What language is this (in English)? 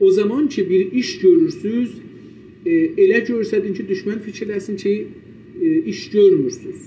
South Azerbaijani